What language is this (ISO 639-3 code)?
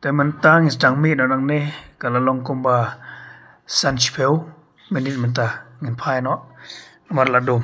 kha